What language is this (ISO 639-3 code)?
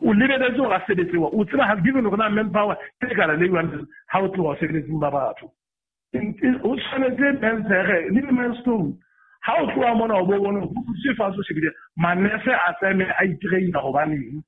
sot